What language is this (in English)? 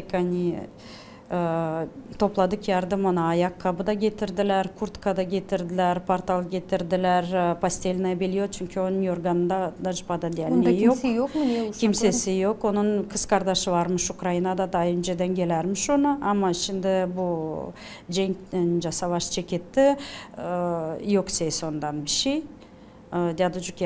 Gagauz